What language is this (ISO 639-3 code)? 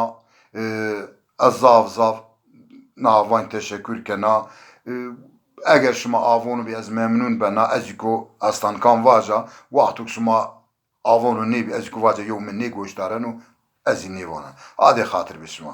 zza